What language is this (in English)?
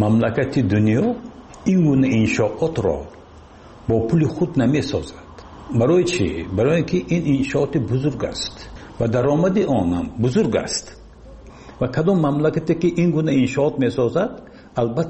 Persian